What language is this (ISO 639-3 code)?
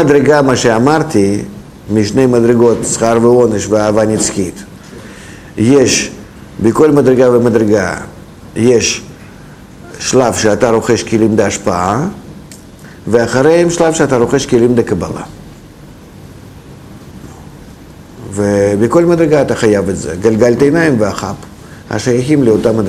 heb